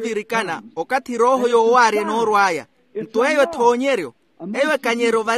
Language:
Makhuwa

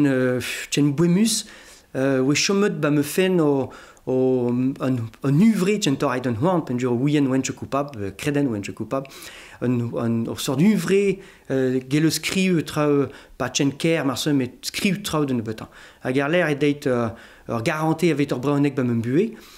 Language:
Breton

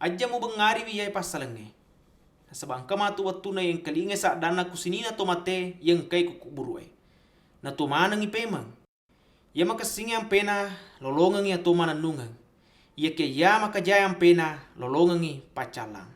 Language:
Buginese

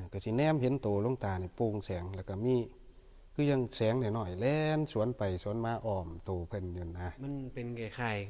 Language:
Northeastern Thai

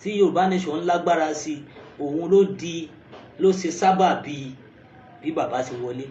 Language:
Yoruba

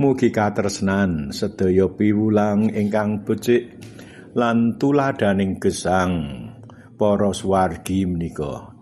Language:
Javanese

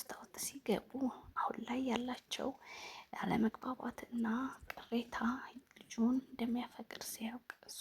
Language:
Amharic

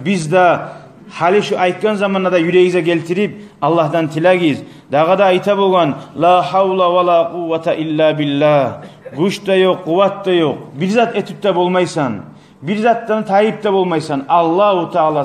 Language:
Kumyk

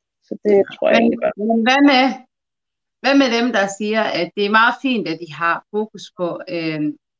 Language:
Danish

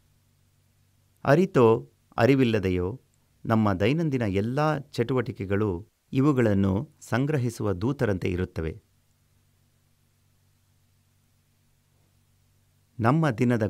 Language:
Kannada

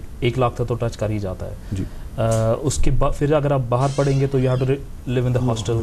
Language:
Urdu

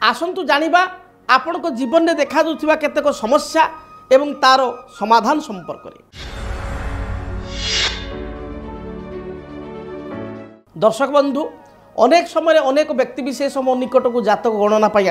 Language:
Odia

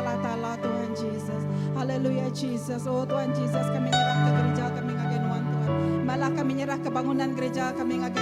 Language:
Iban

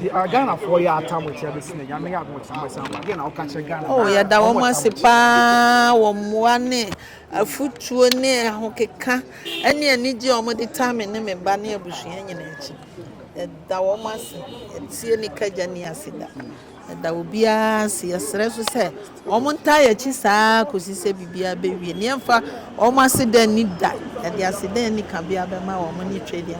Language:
Akan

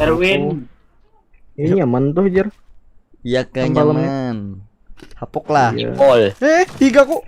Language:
Banjar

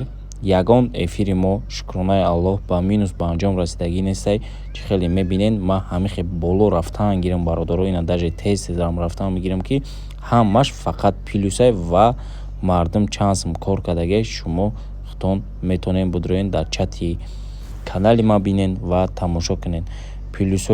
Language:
Tajik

